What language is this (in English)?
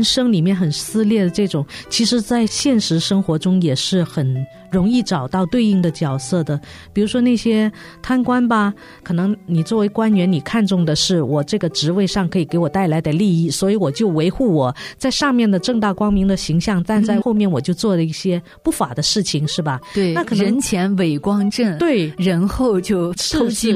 Chinese